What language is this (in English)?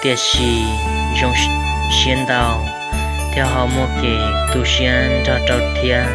Hmong